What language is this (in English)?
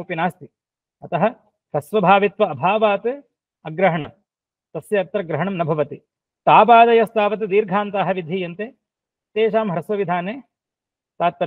Sanskrit